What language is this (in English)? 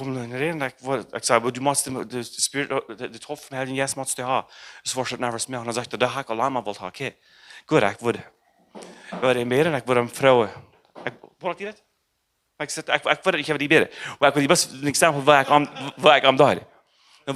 Plautdietsch